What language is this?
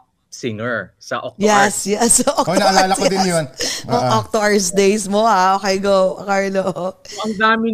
Filipino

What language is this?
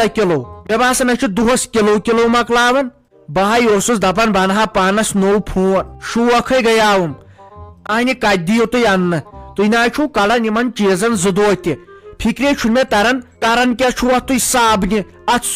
Kashmiri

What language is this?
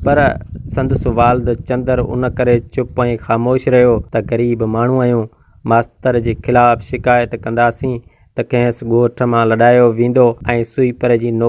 Sindhi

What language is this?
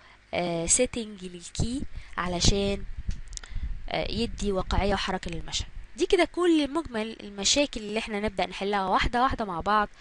Egyptian Arabic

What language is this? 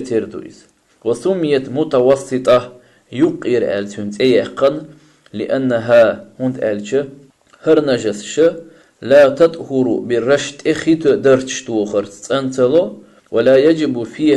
Chechen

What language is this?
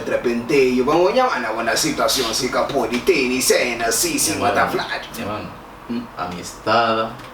Kabuverdianu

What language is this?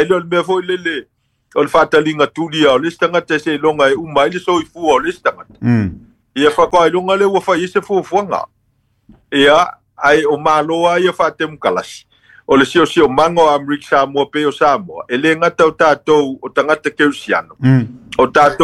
Samoan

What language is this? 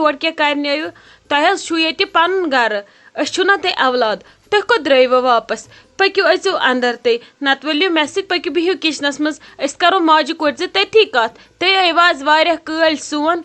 Kashmiri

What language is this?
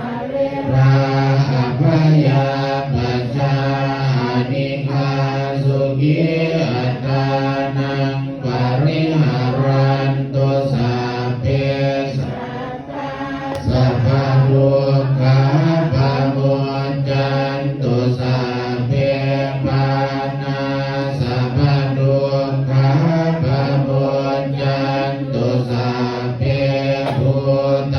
Pali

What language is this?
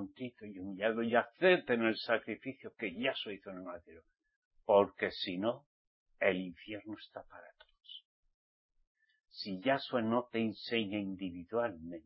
Spanish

